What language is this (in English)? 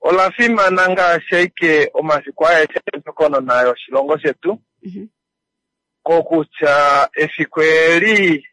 Kuanyama